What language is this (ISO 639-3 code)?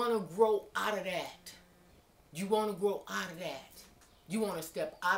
eng